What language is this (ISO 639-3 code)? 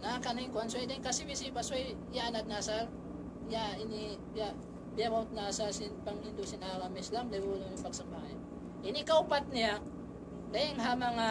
tsg